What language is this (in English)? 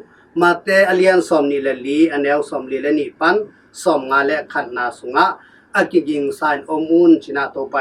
Tedim Chin